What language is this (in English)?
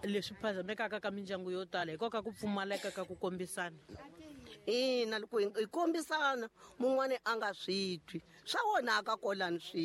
Tsonga